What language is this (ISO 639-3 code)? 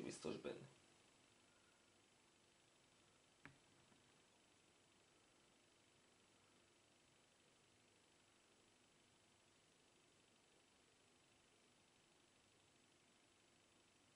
hun